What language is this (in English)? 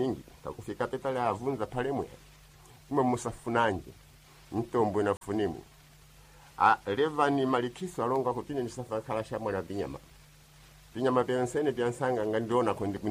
Sena